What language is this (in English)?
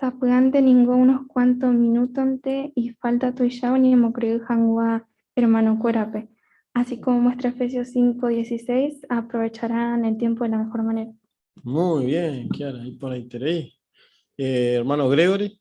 Guarani